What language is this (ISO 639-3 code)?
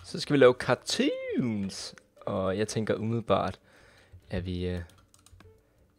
dan